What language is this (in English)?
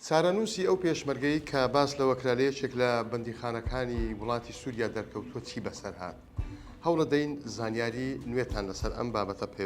Central Kurdish